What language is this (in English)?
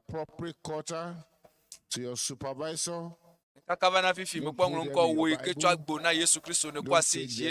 Ewe